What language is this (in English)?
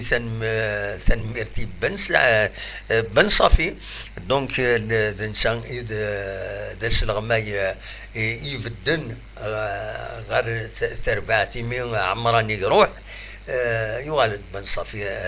Kabyle